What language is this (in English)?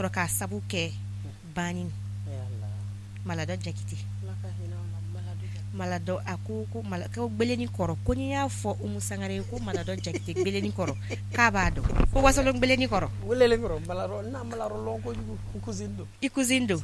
Bambara